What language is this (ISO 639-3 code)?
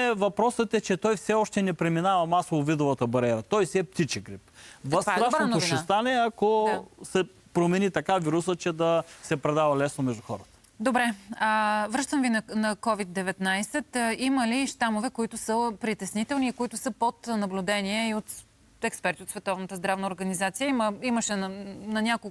bul